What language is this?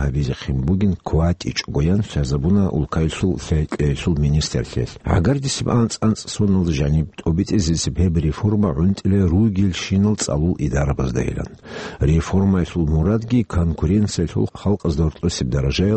Avaric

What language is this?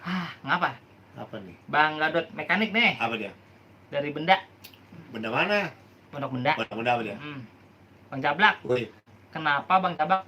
Betawi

